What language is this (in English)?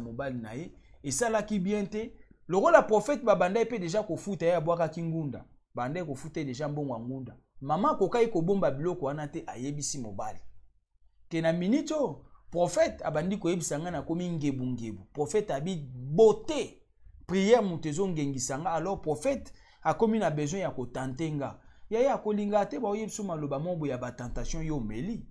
Lingala